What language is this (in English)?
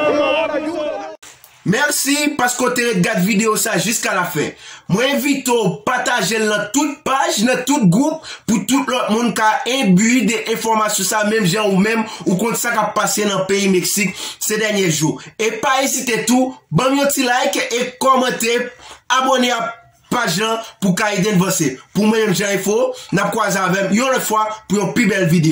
Haitian Creole